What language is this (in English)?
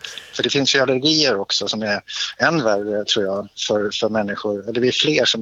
Swedish